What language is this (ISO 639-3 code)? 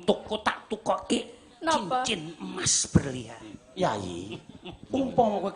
jav